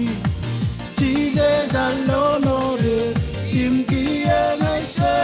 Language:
Marshallese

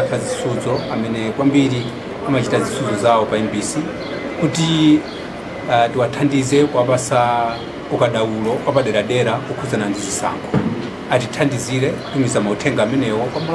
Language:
Nyanja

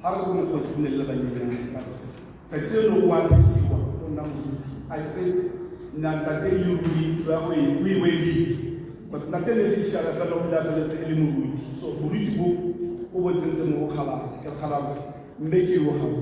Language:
Tswana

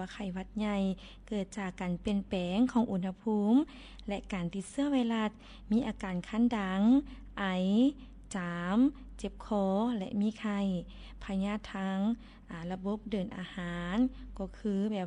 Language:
Lao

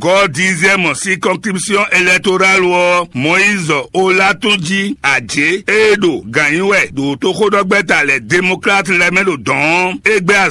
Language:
Fon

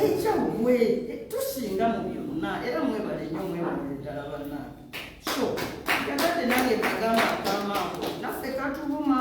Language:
Ganda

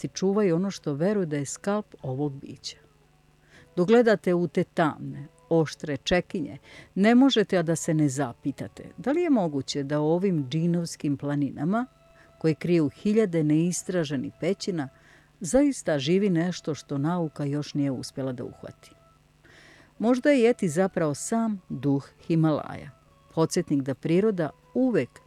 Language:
Serbian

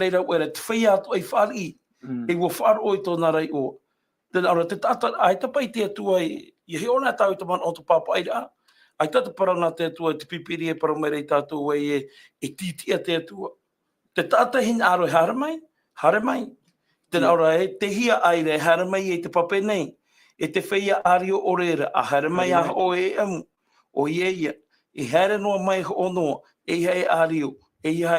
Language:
Tahitian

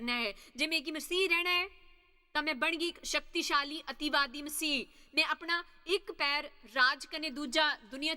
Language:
Dogri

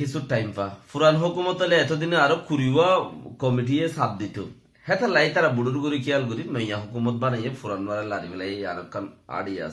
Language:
Rohingya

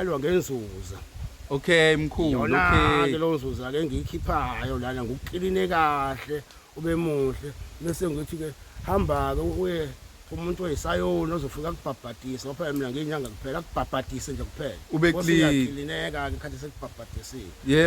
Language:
Zulu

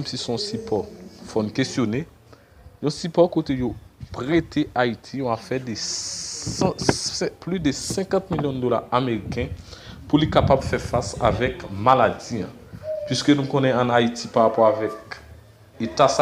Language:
Haitian Creole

